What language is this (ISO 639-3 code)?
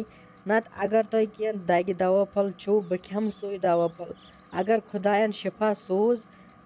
kas